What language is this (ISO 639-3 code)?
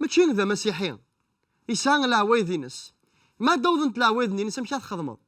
kab